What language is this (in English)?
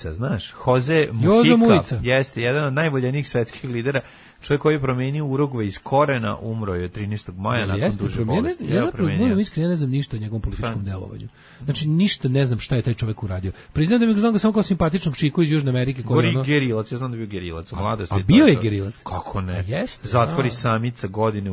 Serbian